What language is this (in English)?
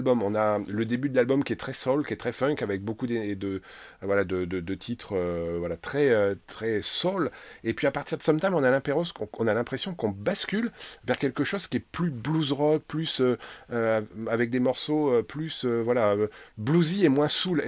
French